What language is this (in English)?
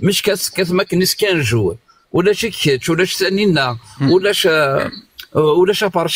Kabyle